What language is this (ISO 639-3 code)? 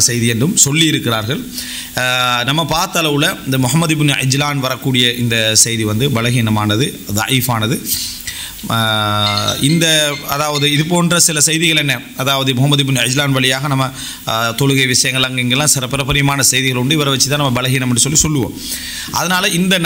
tam